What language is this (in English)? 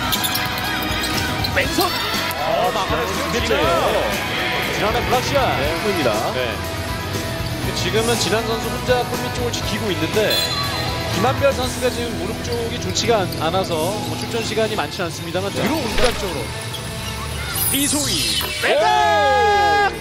Korean